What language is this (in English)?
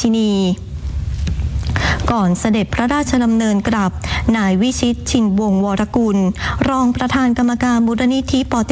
Thai